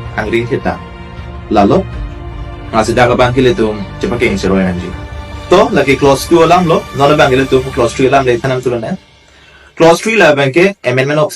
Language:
Karbi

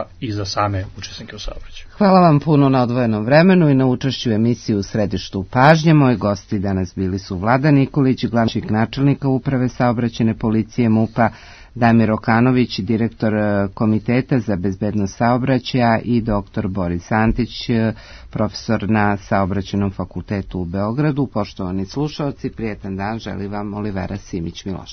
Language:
Serbian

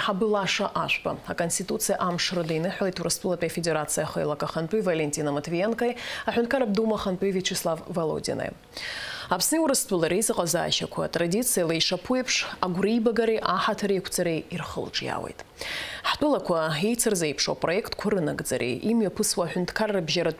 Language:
Abkhazian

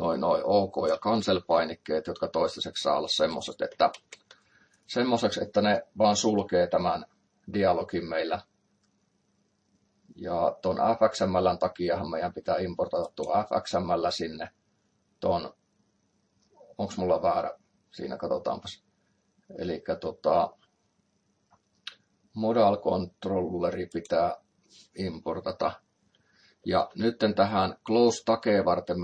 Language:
Finnish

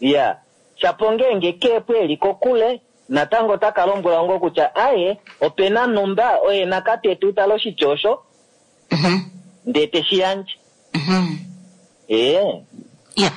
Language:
Kuanyama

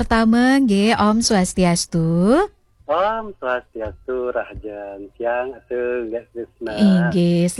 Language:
Balinese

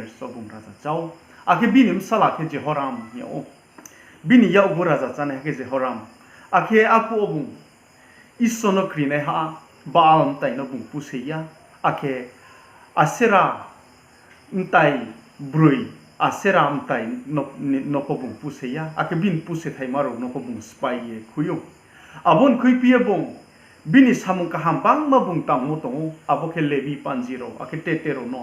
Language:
Riang (India)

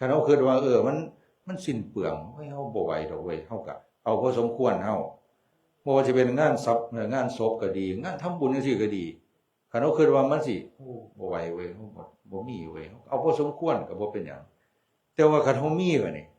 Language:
Northeastern Thai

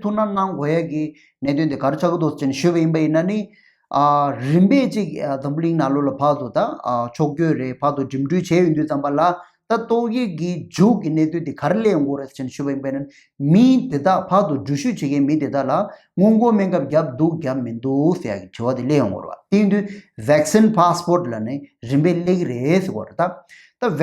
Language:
Tibetan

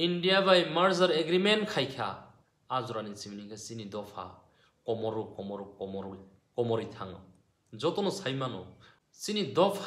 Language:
Kok Borok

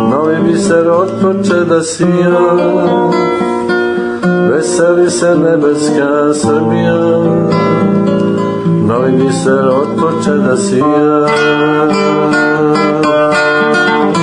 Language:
Serbian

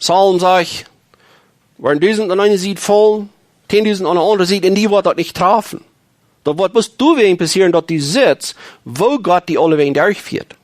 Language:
Plautdietsch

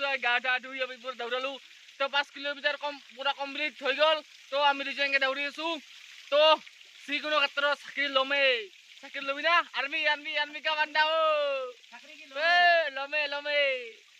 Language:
Assamese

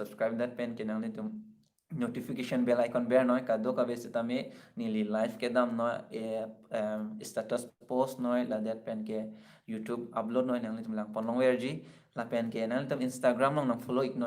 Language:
Karbi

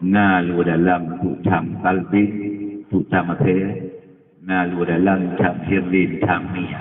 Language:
Achinese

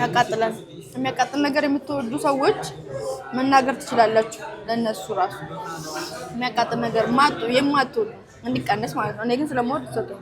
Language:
Amharic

